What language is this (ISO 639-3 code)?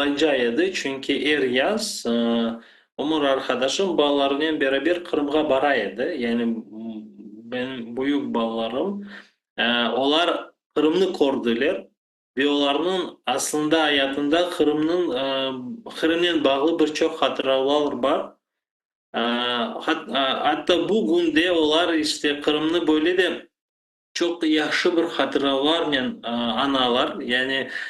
crh